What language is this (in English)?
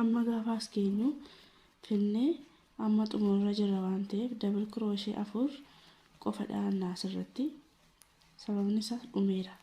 Oromo